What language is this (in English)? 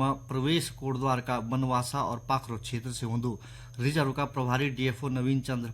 Garhwali